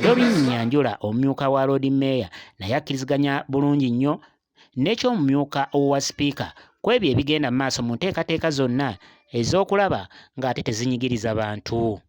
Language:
Ganda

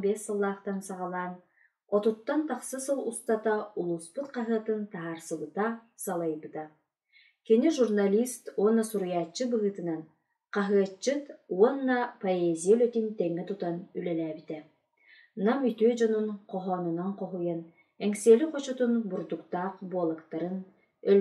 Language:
Yakut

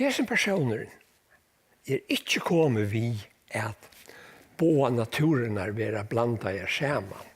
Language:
Faroese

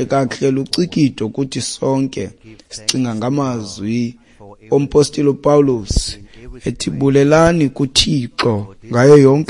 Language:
Xhosa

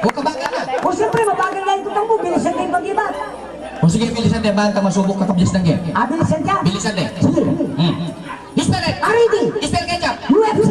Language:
Pampanga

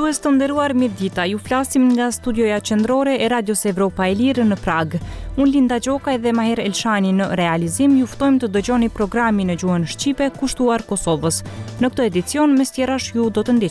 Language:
Albanian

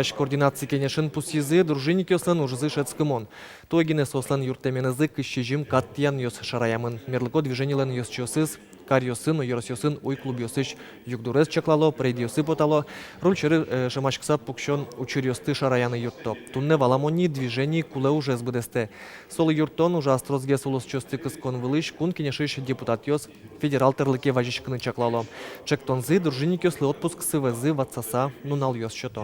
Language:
Udmurt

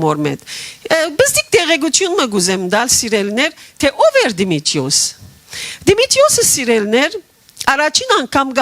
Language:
Western Armenian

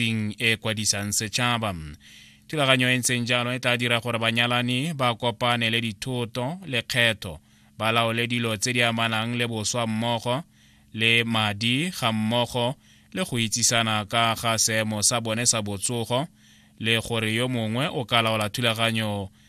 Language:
Tswana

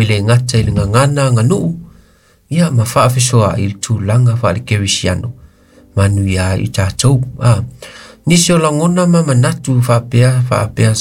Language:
Samoan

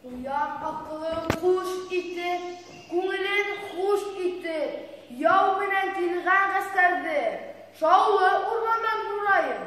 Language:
Bashkir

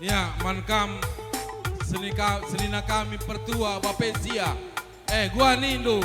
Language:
Batak Karo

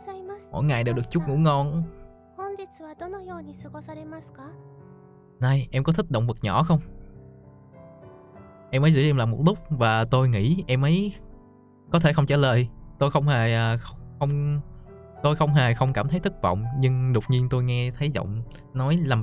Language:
Vietnamese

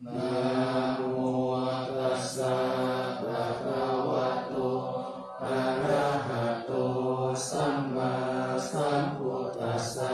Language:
Pali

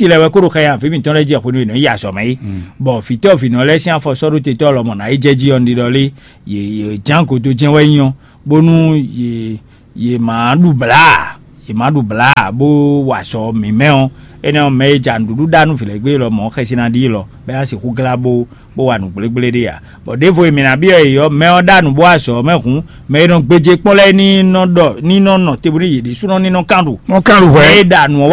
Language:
Fon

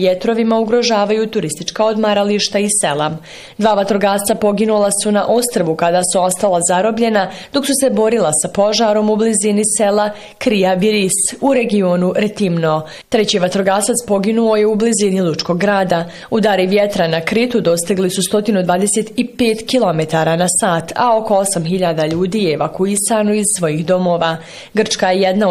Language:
Bosnian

